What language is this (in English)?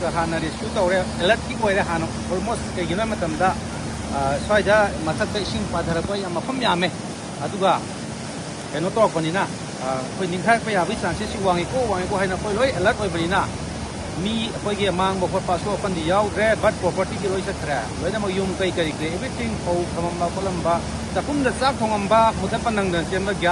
Manipuri